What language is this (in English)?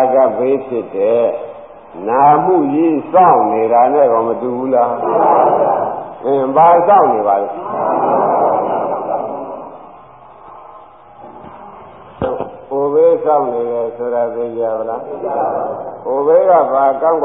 Burmese